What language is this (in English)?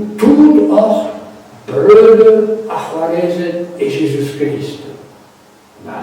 Breton